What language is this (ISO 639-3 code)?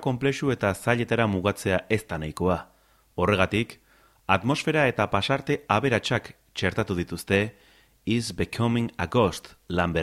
eus